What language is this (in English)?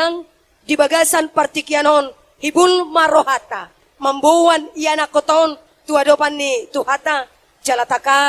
Batak Toba